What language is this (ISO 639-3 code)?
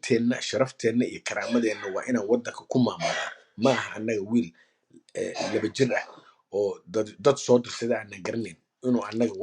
som